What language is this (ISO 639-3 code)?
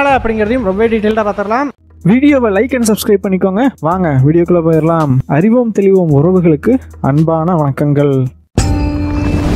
tam